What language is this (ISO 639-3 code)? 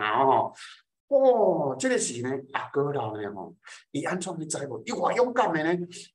nan